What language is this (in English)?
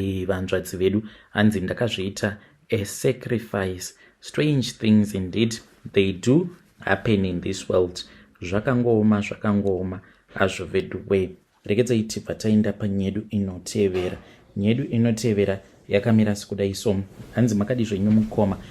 Shona